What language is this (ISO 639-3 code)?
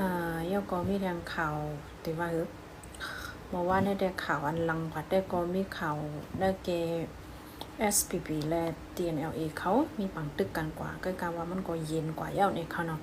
shn